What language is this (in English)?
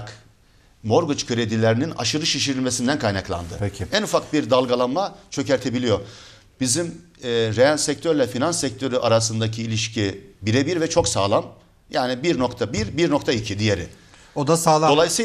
Turkish